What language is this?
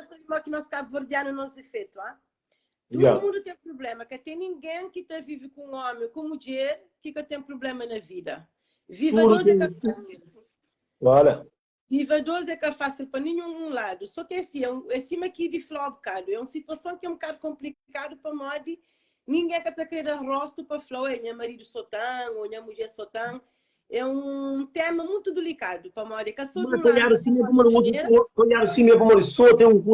Kabuverdianu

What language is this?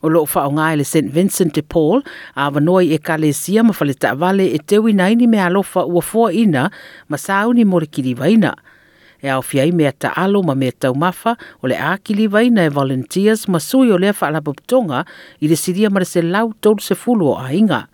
Samoan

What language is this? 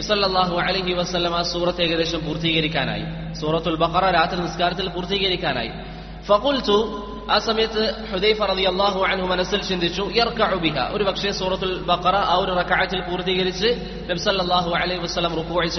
Malayalam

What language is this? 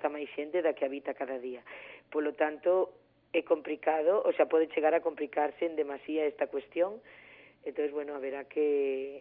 Galician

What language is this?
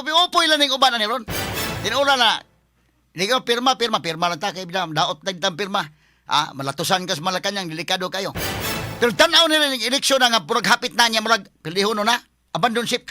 Cebuano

